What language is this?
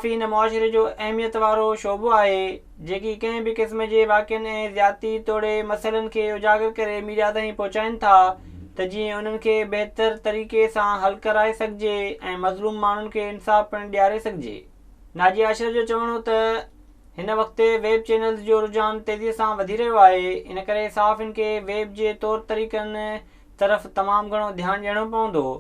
Sindhi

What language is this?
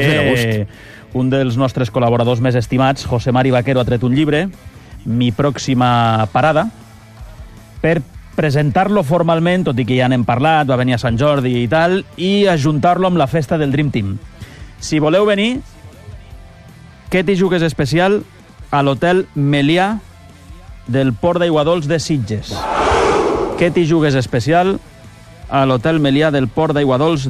Catalan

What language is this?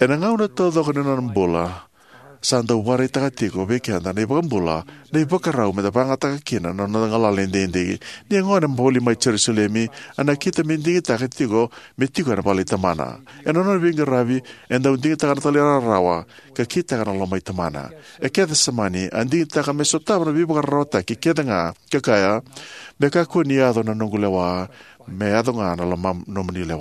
Fijian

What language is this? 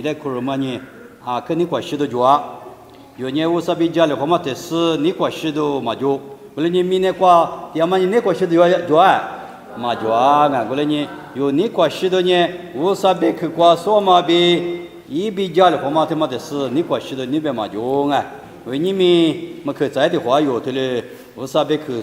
Lisu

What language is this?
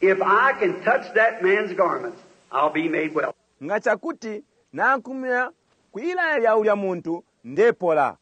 Bemba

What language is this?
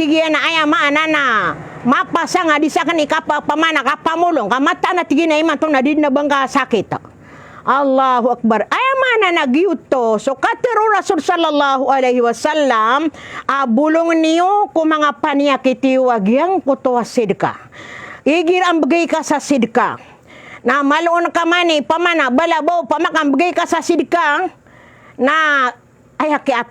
Maranao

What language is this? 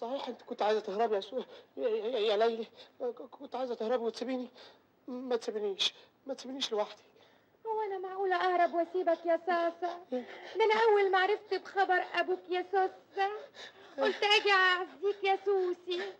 Egyptian Arabic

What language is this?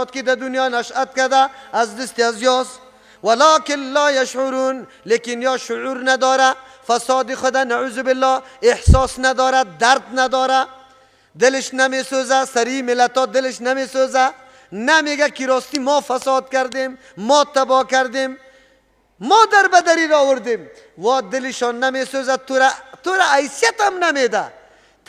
Persian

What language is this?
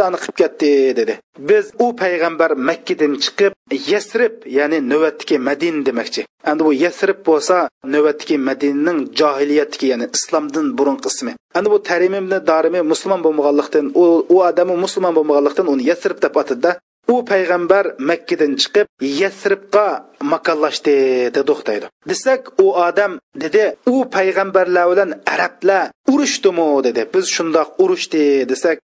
Uyghur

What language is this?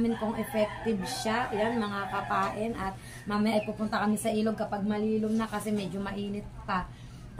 Filipino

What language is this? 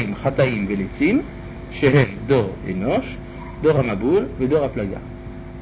Hebrew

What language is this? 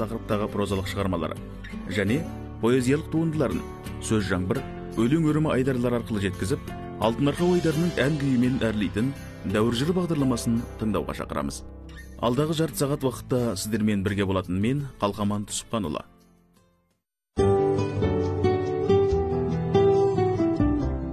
Kazakh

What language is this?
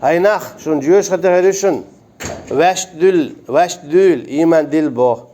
Chechen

